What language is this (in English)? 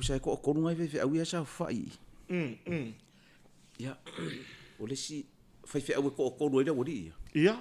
Samoan